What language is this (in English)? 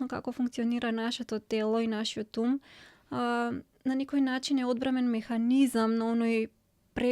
Macedonian